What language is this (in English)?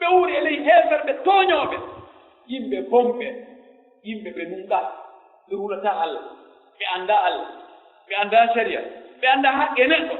Pular